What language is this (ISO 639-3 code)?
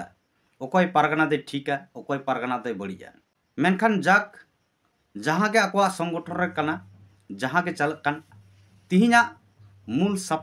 sat